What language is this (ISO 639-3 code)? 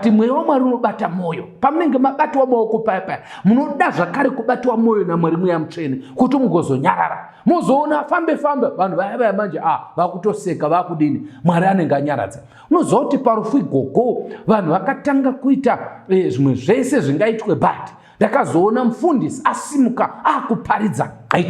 sna